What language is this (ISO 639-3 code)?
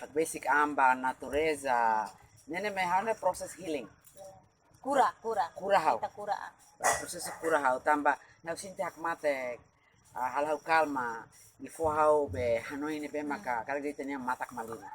tet